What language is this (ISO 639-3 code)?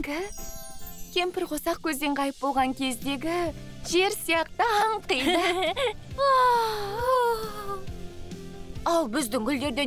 kaz